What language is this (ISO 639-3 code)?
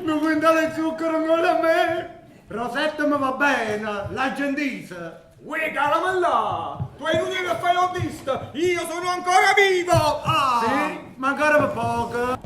nap